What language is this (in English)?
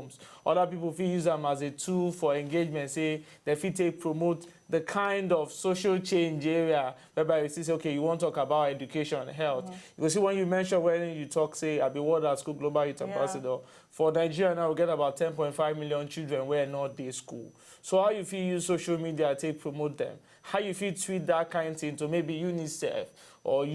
Nigerian Pidgin